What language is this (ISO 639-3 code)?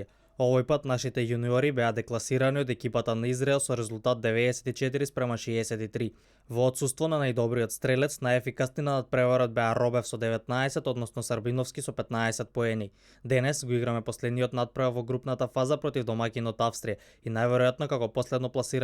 mkd